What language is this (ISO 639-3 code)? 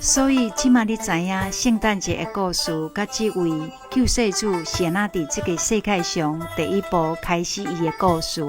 nan